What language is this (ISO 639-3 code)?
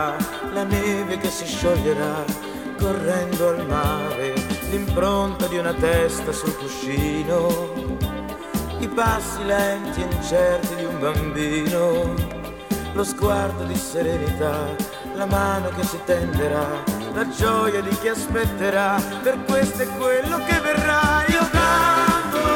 ita